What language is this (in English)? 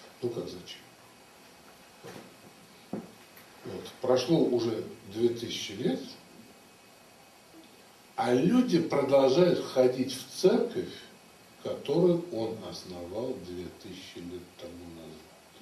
Russian